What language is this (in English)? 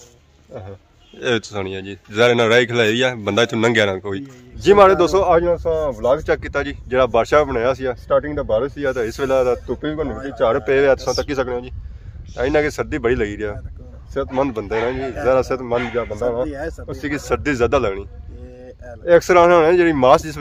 Pahari-Potwari